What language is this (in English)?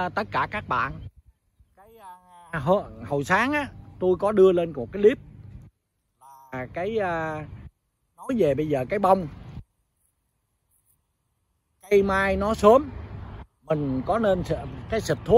Vietnamese